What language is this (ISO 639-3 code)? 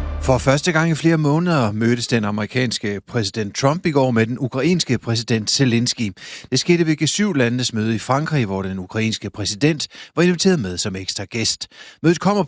dan